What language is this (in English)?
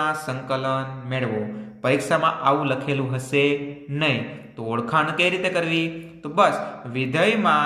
Gujarati